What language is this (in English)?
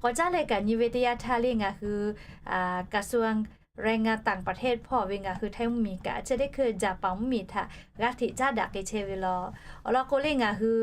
Lahu